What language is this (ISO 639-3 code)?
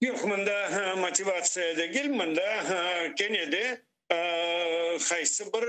crh